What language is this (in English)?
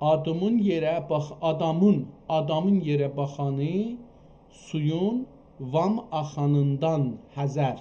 South Azerbaijani